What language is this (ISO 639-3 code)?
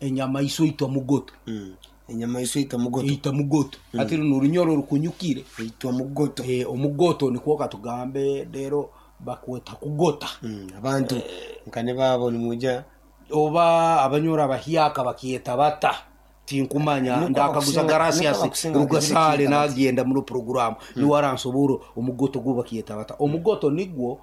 nyo